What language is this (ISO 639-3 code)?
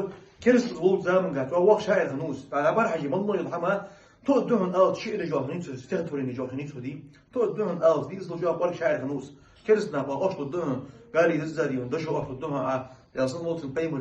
inh